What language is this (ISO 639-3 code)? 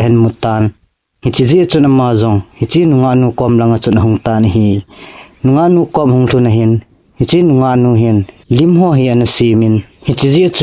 tcz